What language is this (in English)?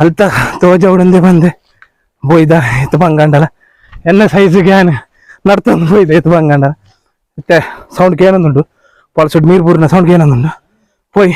Tulu